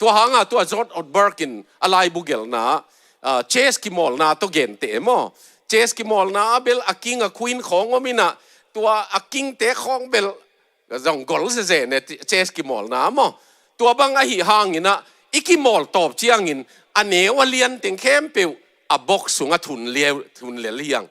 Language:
Tedim Chin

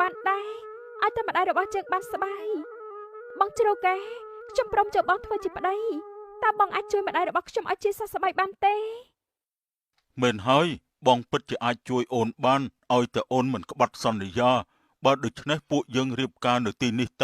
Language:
Khmer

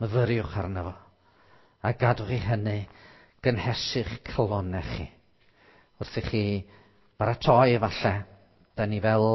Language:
Welsh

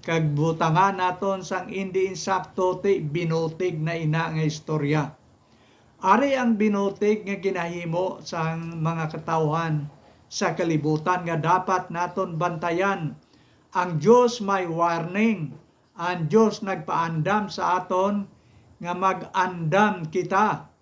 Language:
Hiligaynon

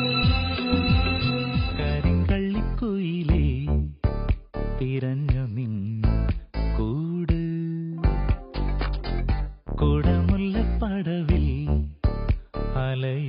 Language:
Malayalam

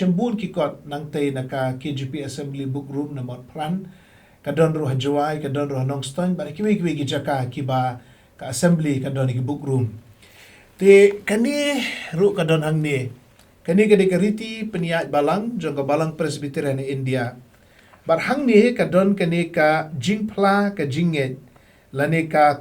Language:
Khasi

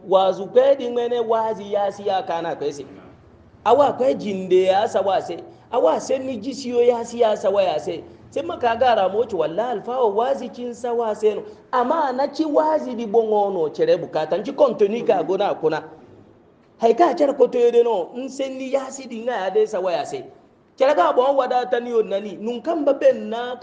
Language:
Hausa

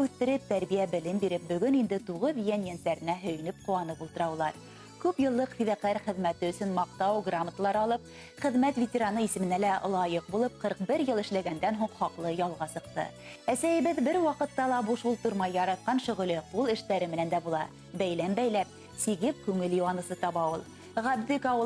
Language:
Bashkir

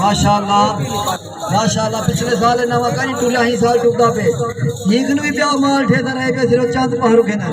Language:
Saraiki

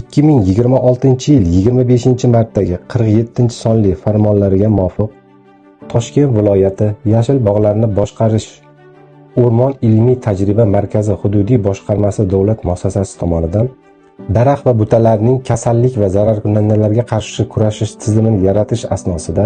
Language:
Uzbek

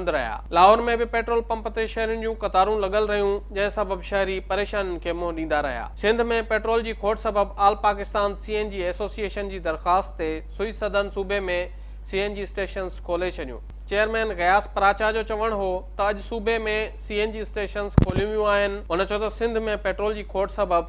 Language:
Sindhi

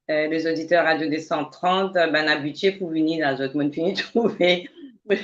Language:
Morisyen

